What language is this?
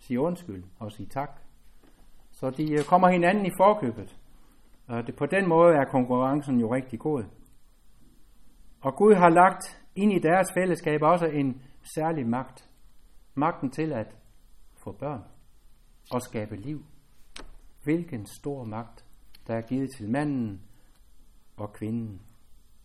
Danish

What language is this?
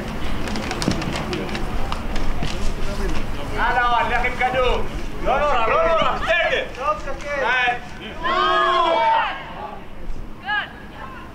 Hebrew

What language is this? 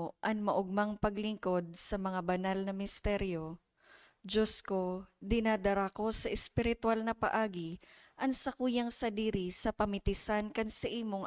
Bikol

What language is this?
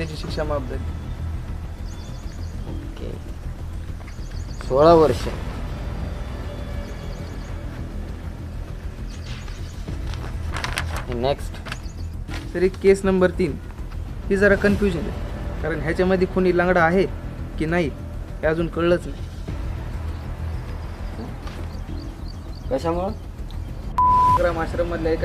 Marathi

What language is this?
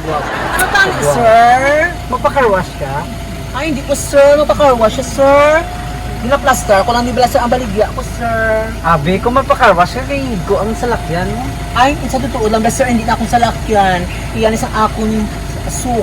Hiligaynon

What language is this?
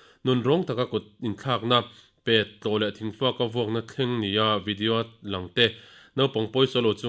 Mizo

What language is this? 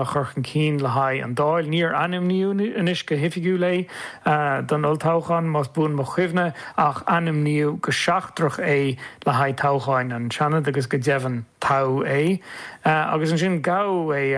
Irish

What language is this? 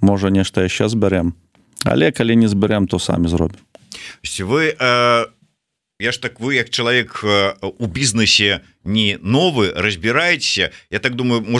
Belarusian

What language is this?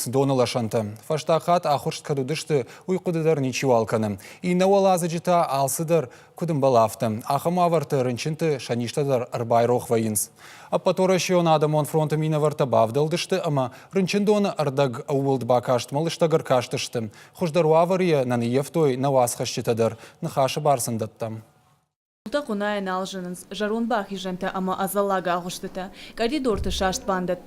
Ossetic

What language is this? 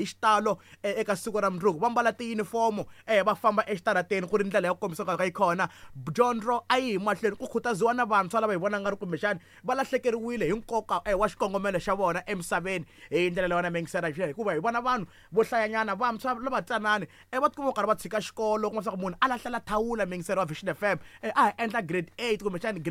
Tsonga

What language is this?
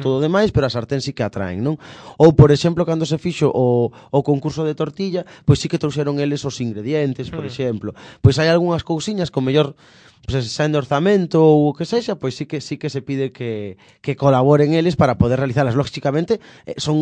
Galician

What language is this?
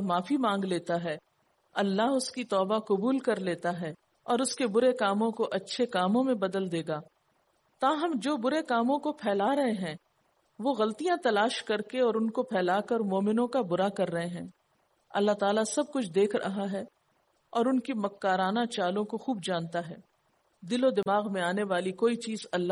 Urdu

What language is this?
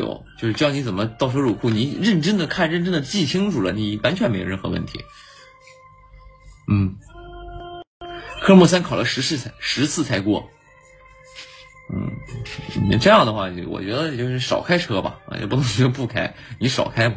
Chinese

